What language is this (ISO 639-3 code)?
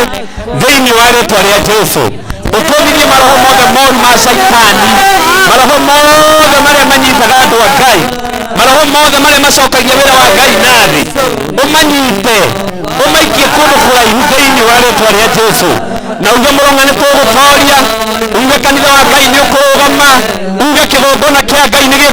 kik